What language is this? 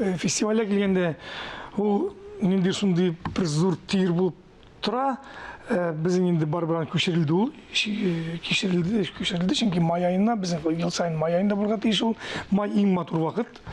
Tatar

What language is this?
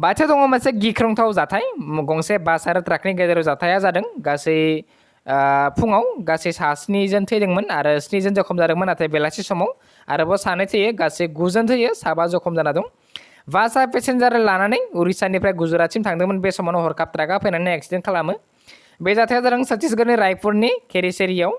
Bodo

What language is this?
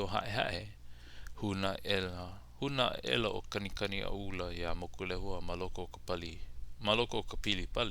Hawaiian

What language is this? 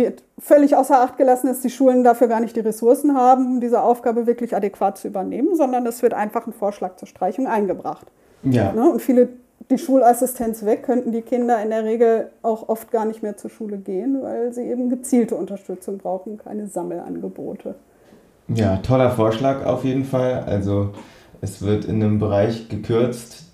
German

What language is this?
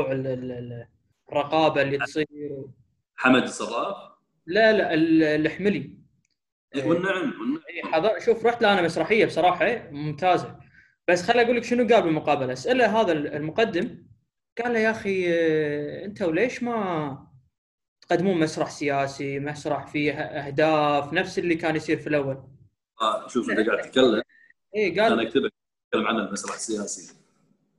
Gulf Arabic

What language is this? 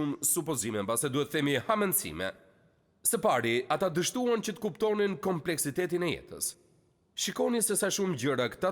Albanian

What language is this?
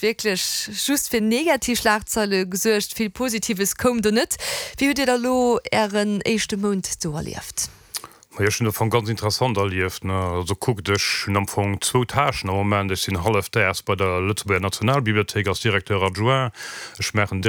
Luxembourgish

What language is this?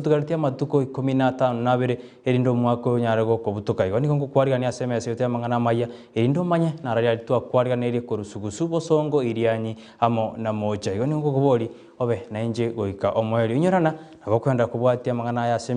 Gusii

